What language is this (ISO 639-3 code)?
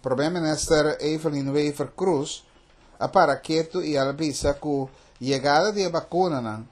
pap